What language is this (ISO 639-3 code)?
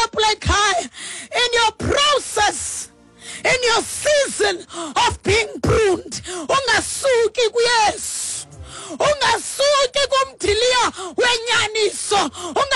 xho